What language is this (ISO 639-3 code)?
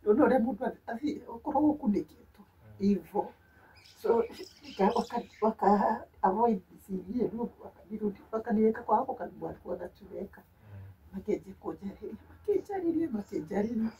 kik